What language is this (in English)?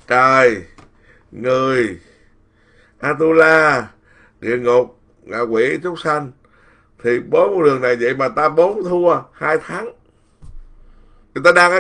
Vietnamese